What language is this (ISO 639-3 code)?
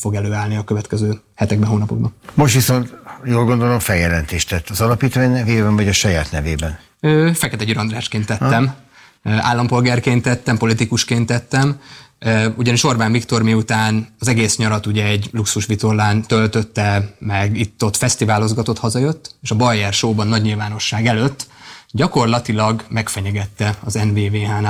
hun